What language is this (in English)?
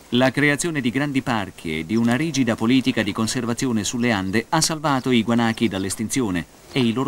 Italian